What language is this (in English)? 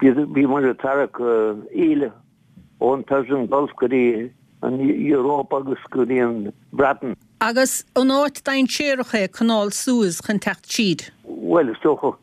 Irish